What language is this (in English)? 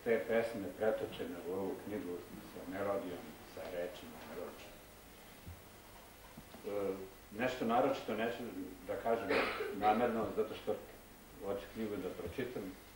Serbian